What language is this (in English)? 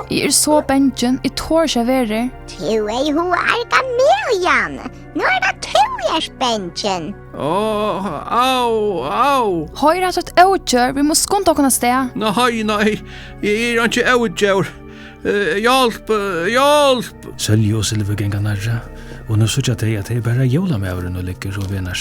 Faroese